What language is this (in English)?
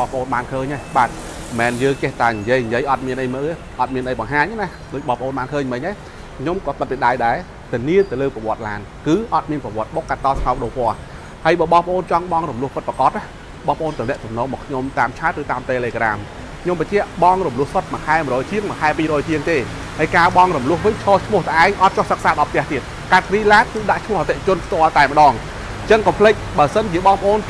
Khmer